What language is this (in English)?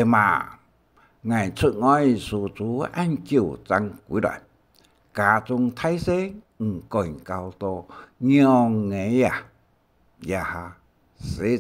Hakka Chinese